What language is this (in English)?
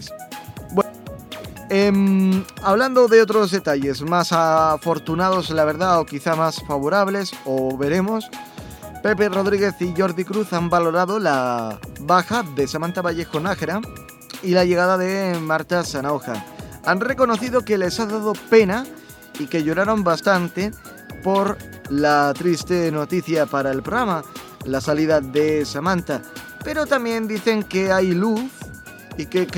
Spanish